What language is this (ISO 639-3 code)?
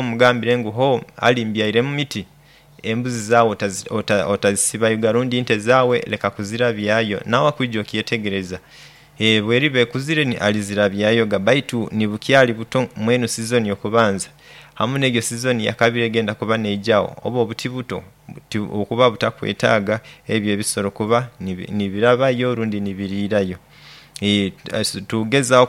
nyo